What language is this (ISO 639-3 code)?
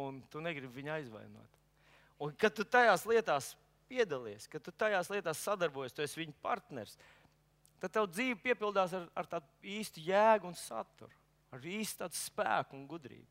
lav